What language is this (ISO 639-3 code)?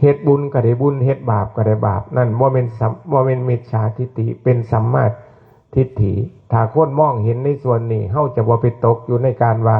tts